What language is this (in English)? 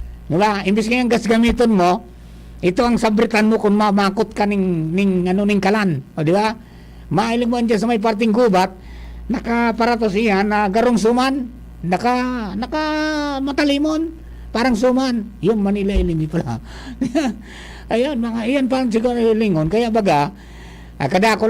Bikol